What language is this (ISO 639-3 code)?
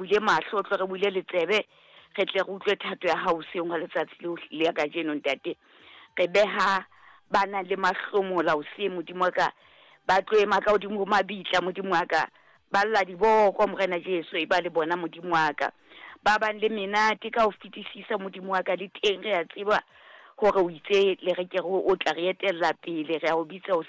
sot